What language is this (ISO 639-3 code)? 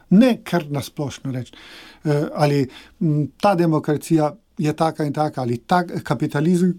slv